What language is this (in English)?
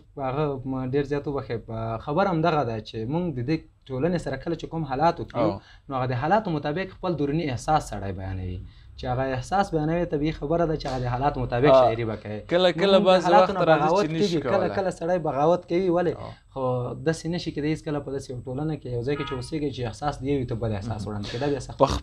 Pashto